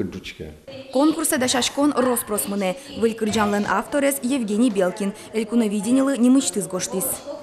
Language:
Udmurt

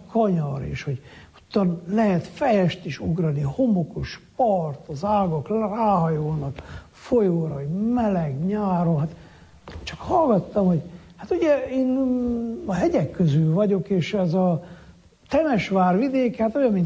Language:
Hungarian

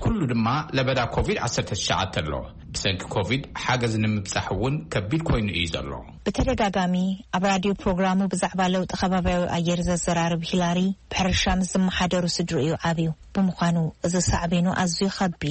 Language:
Tigrinya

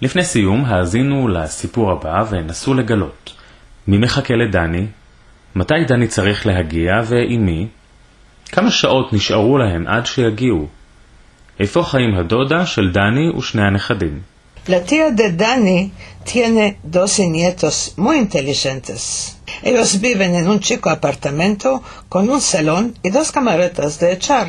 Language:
Ladino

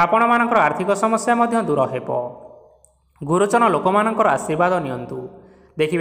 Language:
Odia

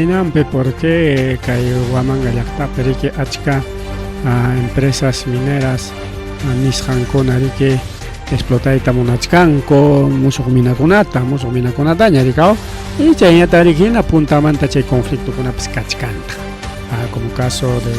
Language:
Ayacucho Quechua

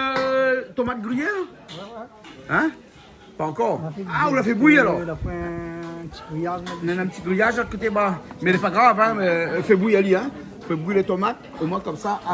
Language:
Réunion Creole French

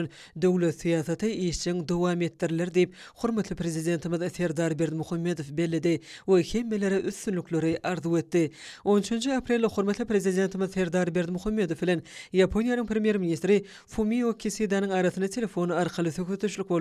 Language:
Turkmen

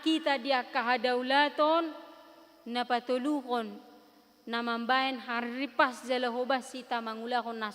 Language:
Batak Toba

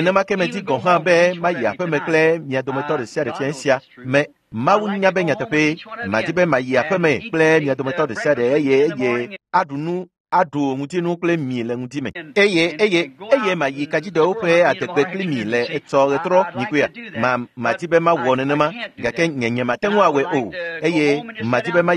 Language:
Ewe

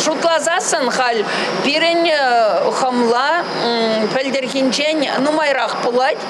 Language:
Chuvash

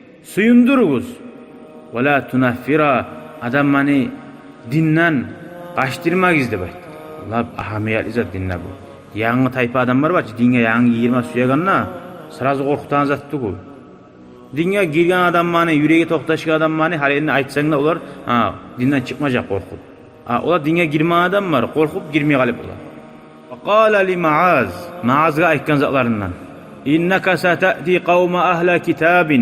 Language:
Kumyk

